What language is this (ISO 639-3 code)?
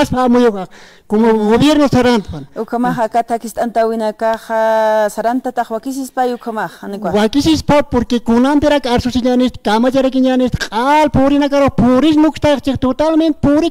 aym